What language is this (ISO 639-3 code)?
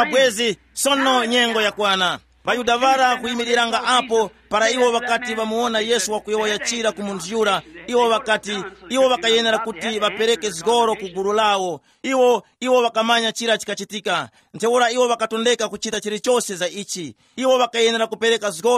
tum